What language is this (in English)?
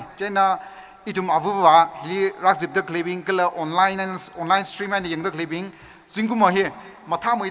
Tangkhul Naga (India)